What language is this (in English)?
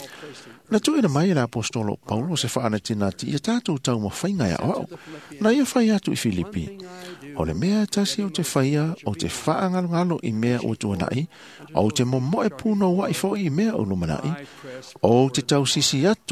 Samoan